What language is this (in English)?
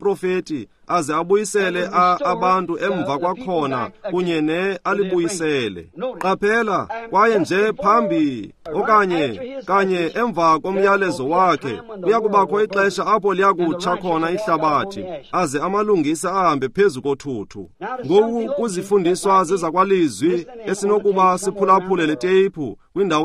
Xhosa